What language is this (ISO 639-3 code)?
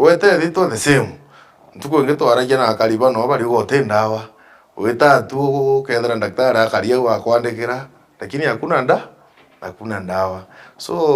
mer